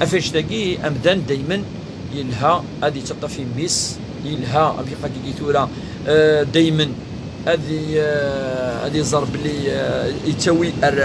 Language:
Kabyle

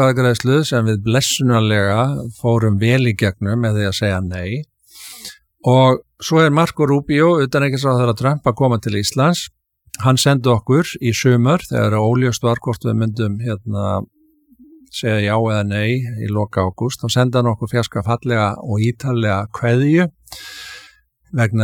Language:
Icelandic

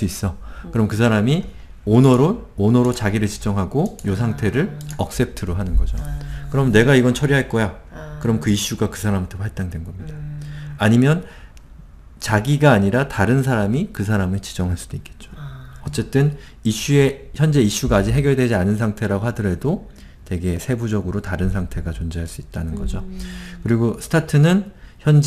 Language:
Korean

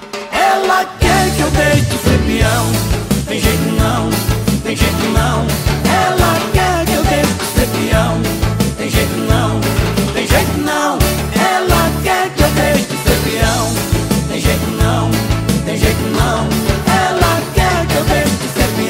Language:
Portuguese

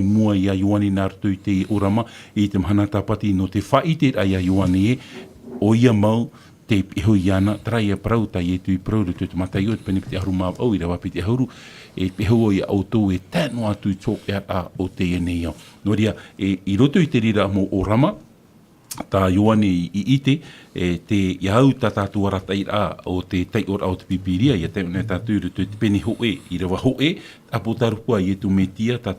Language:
Tahitian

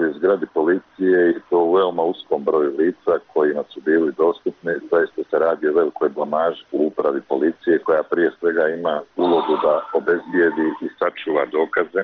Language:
Serbian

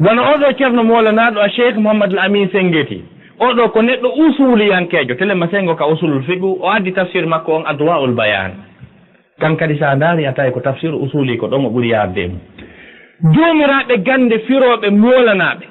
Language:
Fula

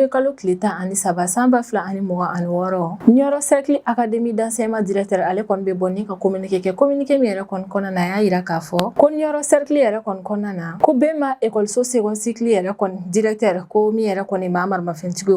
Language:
Bambara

